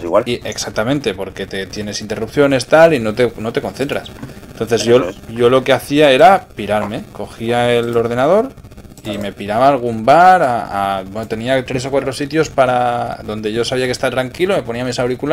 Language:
Spanish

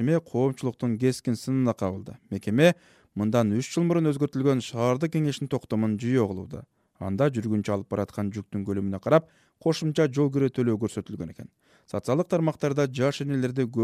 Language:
Kyrgyz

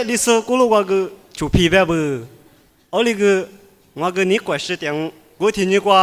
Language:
Lisu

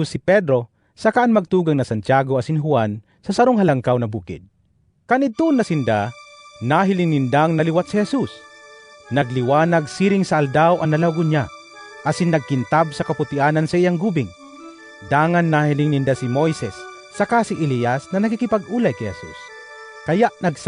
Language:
Bikol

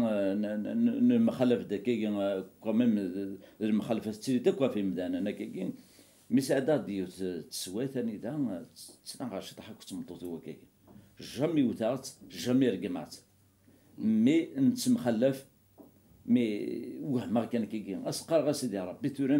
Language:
Kabyle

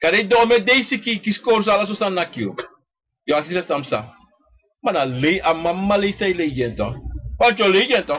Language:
Sranan Tongo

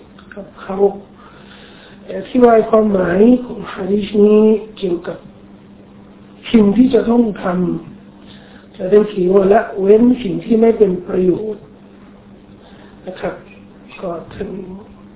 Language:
Thai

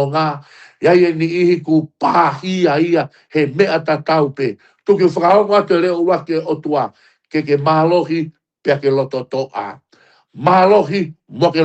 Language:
Tongan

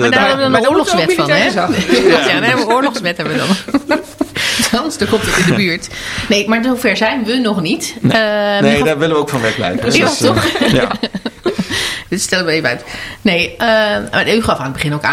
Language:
Dutch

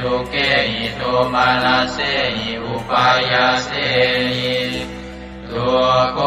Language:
Pali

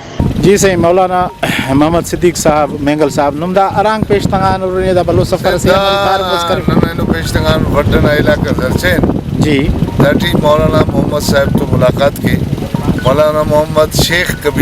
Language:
Brahui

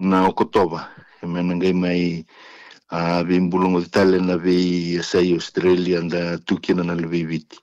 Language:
Fijian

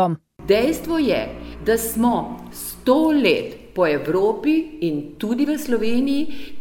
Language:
Slovenian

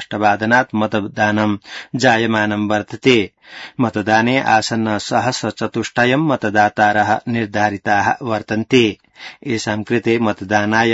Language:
Sanskrit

